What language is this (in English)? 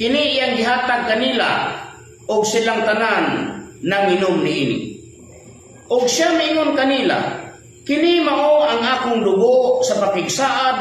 Cebuano